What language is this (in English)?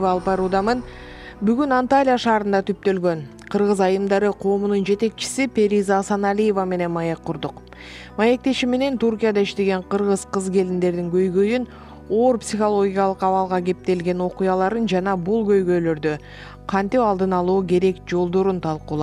Kyrgyz